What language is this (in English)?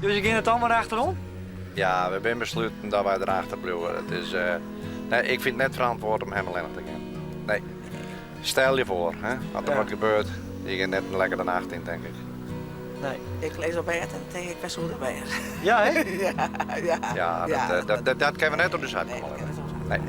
Western Frisian